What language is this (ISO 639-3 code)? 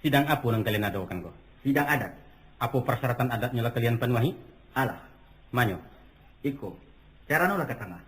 min